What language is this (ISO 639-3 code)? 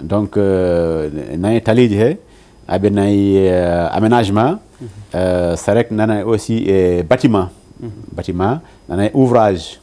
ful